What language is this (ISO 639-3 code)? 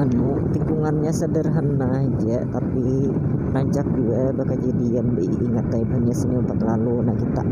bjn